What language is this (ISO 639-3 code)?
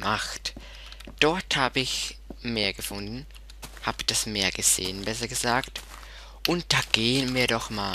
gsw